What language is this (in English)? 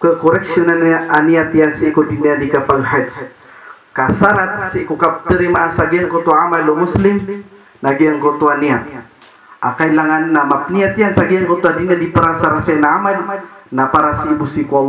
Maranao